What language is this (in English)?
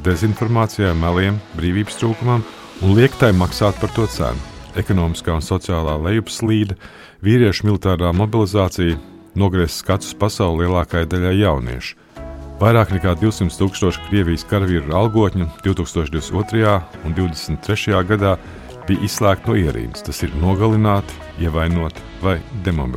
Latvian